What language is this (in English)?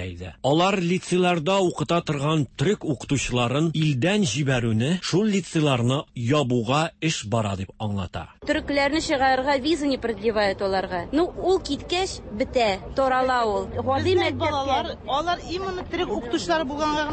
Tatar